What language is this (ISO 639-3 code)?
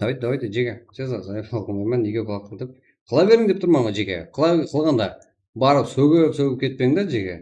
kaa